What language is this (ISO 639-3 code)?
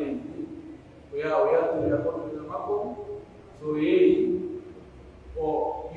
fuf